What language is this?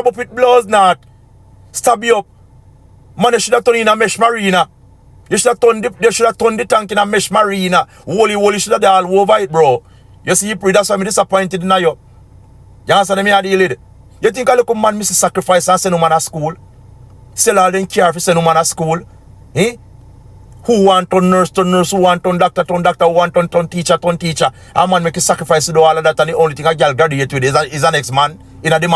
Jamaican Creole English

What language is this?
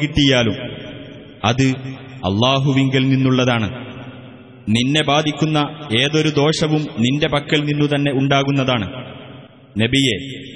Malayalam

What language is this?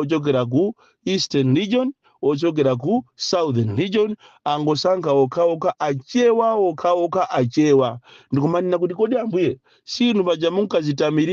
Nyanja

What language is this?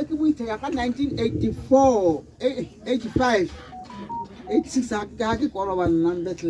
Tswana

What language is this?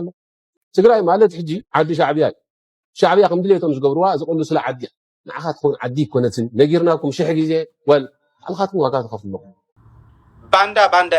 Tigrinya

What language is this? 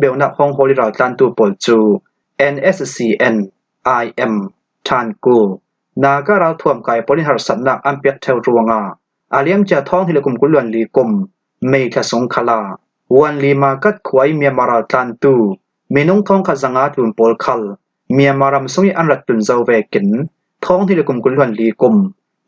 Falam Chin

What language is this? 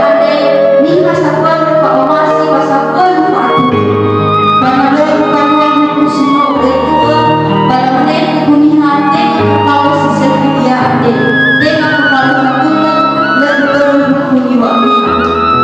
Nias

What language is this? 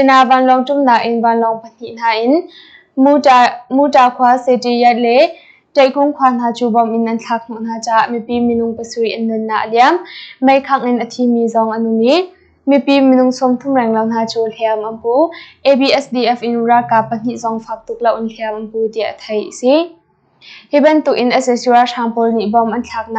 Hakha Chin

